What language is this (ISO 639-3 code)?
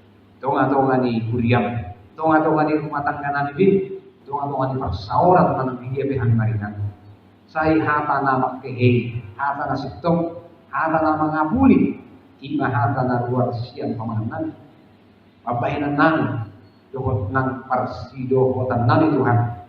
bbc